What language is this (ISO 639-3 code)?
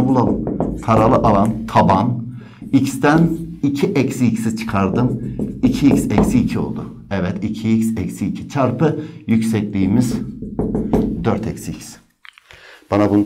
tur